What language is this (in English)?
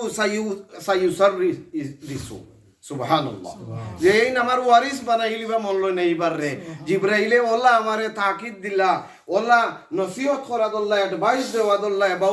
Sylheti